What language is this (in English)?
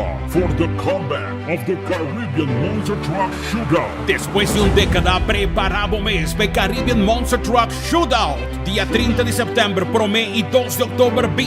Papiamento